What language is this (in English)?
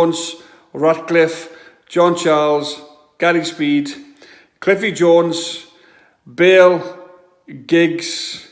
Welsh